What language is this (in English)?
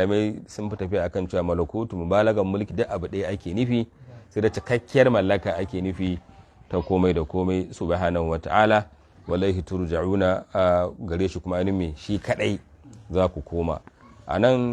Hausa